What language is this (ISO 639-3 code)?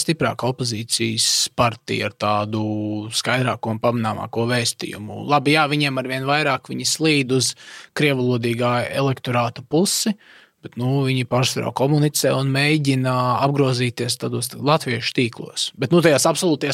lav